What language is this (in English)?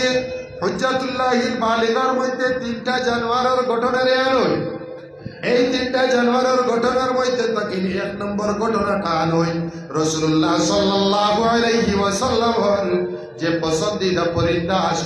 Sylheti